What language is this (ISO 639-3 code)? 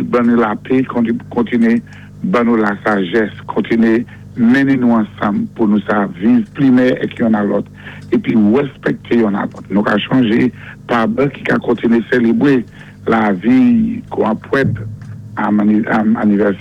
acf